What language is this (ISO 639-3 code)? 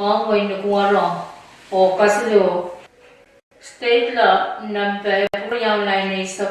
pon